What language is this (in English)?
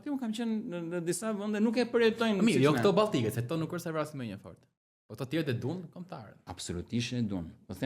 Albanian